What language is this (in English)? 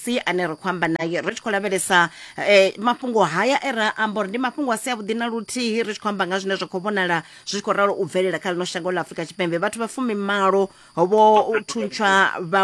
Venda